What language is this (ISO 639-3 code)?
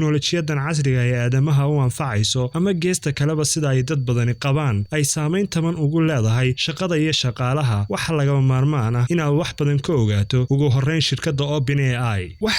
som